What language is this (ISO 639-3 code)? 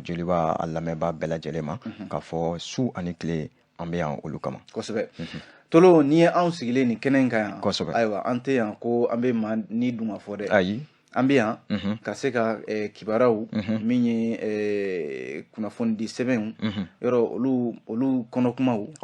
bam